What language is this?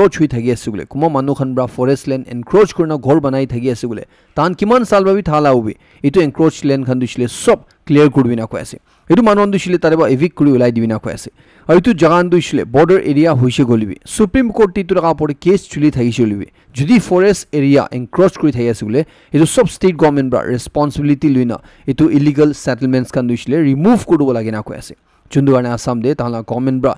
Naga Pidgin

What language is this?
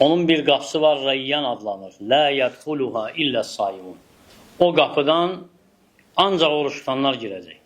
Azerbaijani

